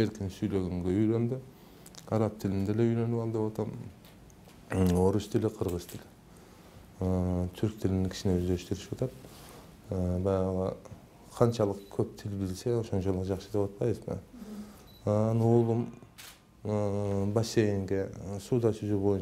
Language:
Kyrgyz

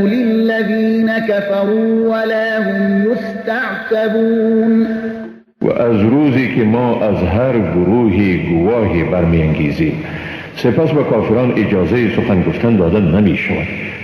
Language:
Persian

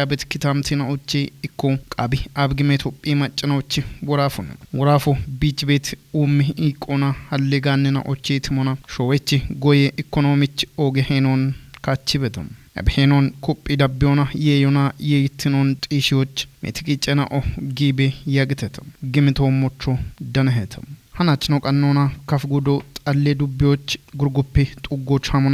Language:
Kafa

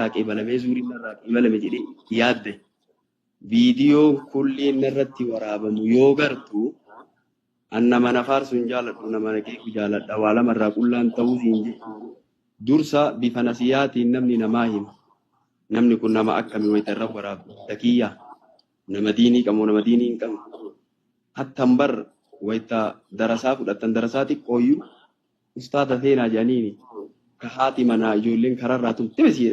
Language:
Oromo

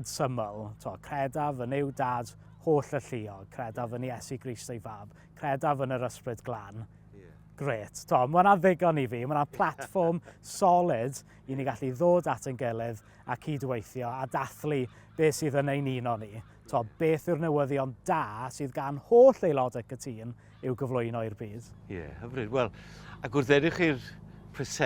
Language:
Welsh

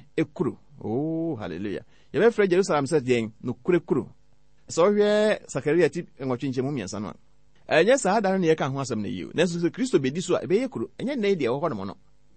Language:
Akan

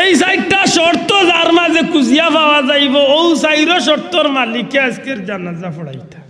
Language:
Sylheti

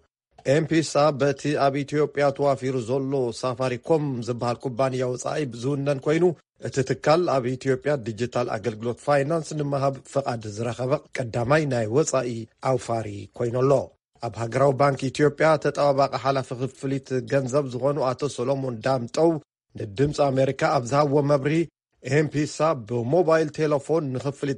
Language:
Tigrinya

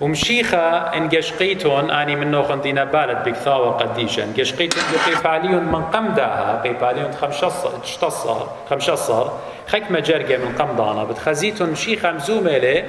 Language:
Assyrian Neo-Aramaic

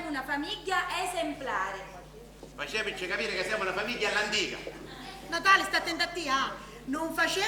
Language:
Sicilian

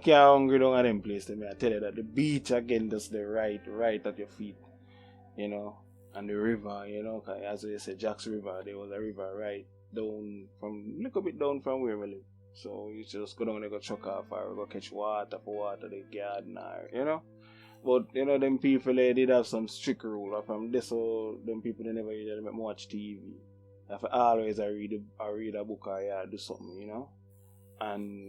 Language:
Jamaican Creole English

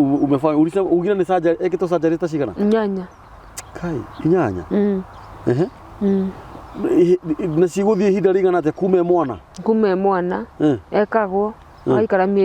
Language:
Kikuyu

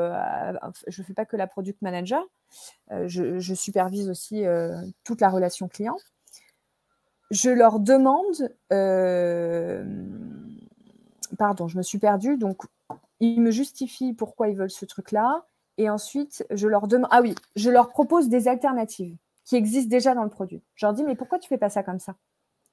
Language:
French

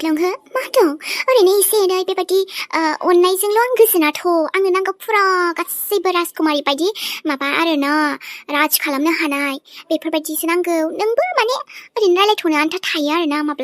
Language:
Bodo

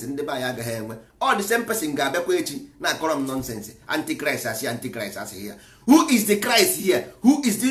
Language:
Igbo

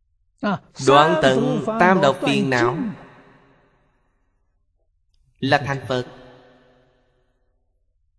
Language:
Vietnamese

